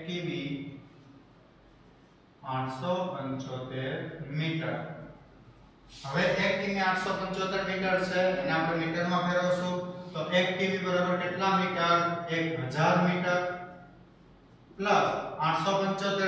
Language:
Gujarati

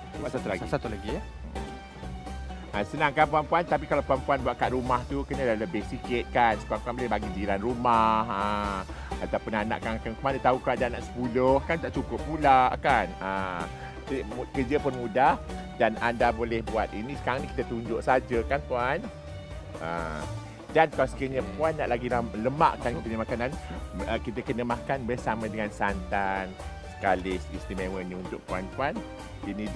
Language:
Malay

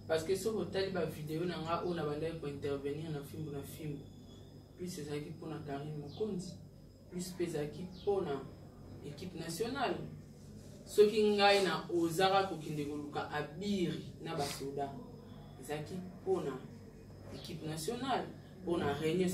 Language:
Lingala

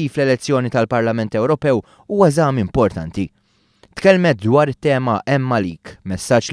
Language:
Maltese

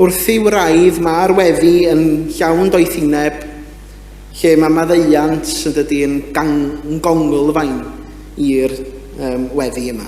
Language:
Welsh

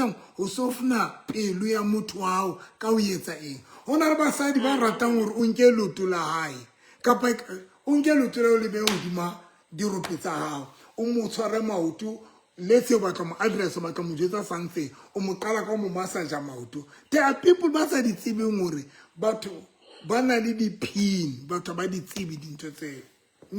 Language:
Southern Sotho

